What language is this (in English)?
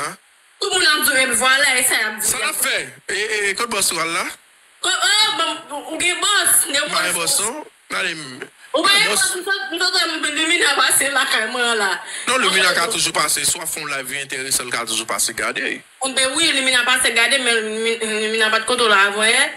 Haitian Creole